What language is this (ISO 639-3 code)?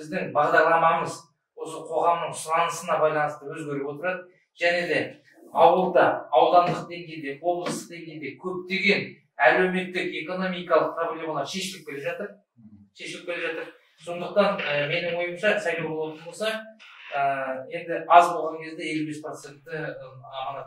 kaz